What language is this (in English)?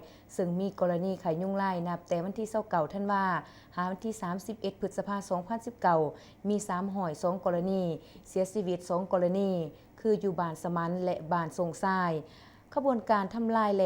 Lao